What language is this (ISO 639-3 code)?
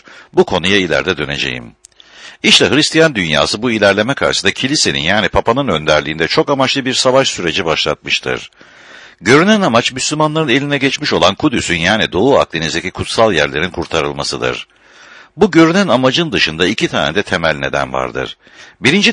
tur